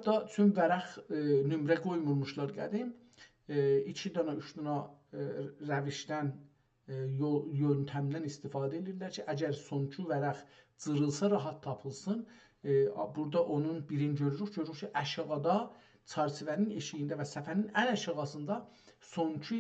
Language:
South Azerbaijani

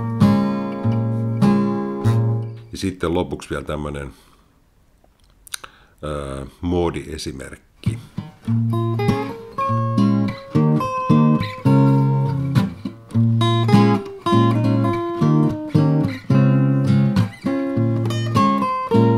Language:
Finnish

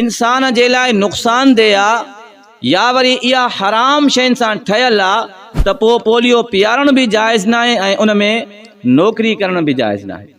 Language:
Sindhi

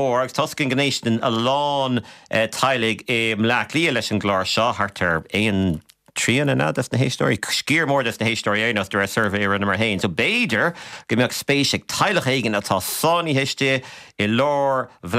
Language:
Irish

